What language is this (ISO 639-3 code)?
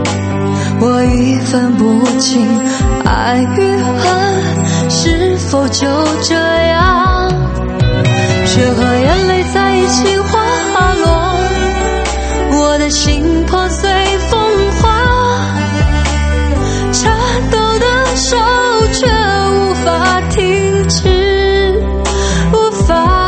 zho